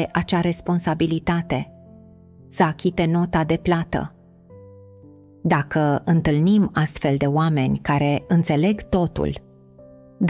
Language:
Romanian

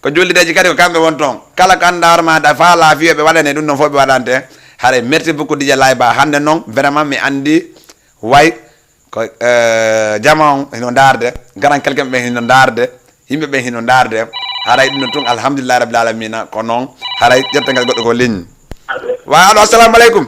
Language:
Fula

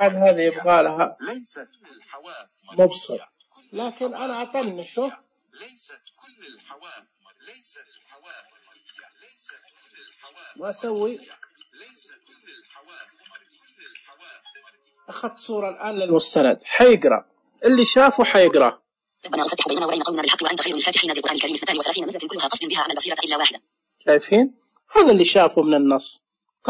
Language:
Najdi Arabic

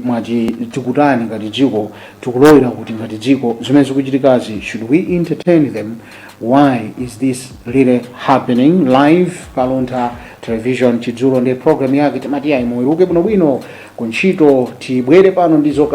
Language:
Nyanja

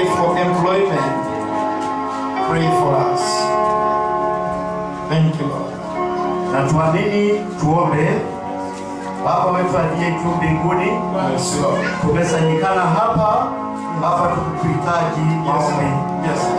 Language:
Swahili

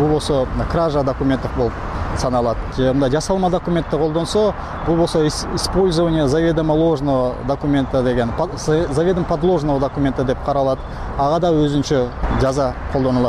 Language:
Kyrgyz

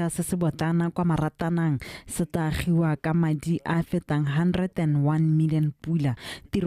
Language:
Tswana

